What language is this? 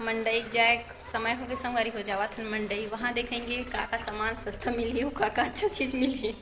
Chhattisgarhi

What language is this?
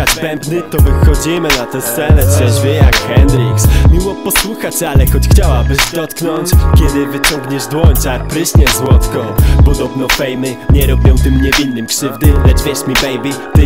Polish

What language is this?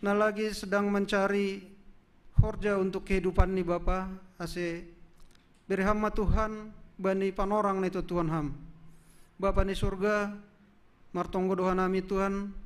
Batak Simalungun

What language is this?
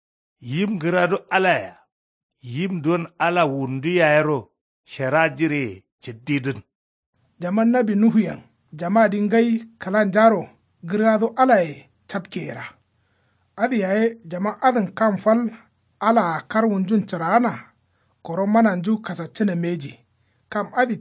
Kanuri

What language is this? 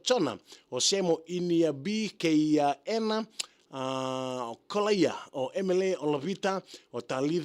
Fijian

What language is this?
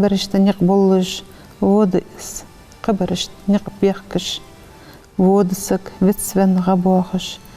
Ingush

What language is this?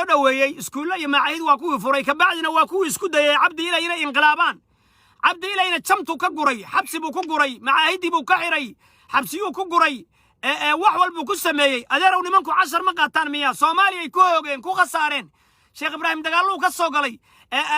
Somali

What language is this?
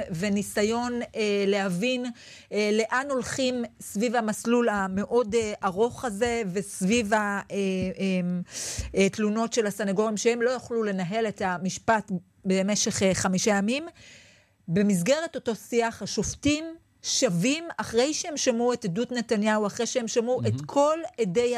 Hebrew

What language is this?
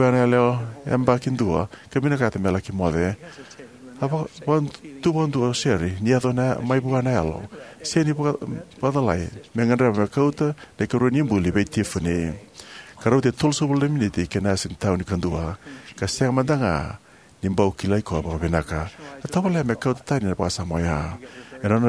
Fijian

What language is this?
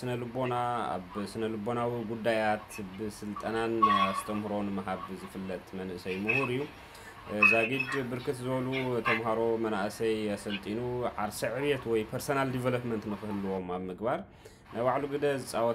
Tigrinya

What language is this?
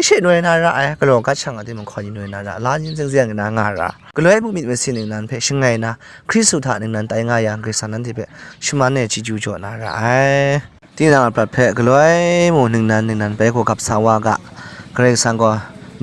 Kachin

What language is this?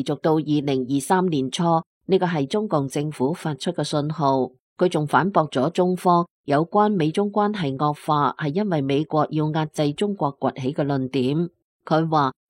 Cantonese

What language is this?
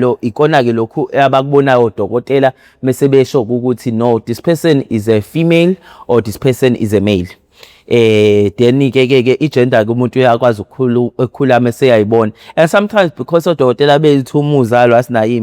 Zulu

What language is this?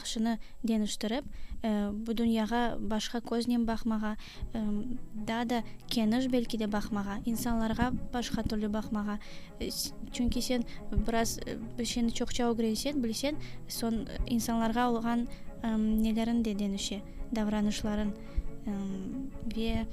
Crimean Tatar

